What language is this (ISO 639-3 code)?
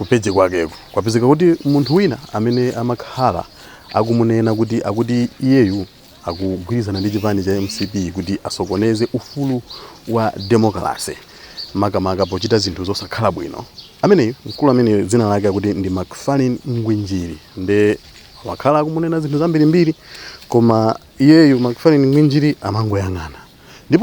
nya